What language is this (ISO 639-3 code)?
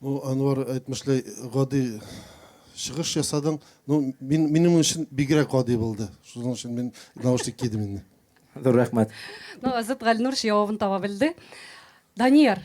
bak